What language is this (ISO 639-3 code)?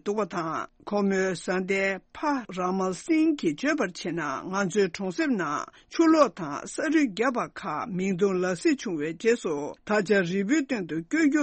bod